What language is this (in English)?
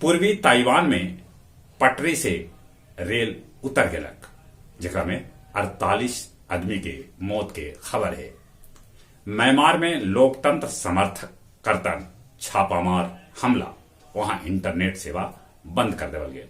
Magahi